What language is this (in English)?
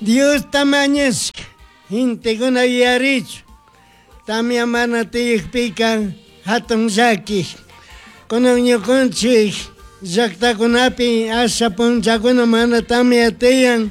Chimborazo Highland Quichua